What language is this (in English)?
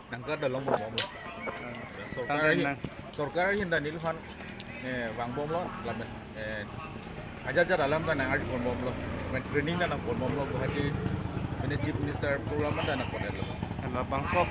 Karbi